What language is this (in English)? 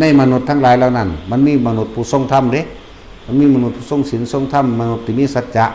Northeastern Thai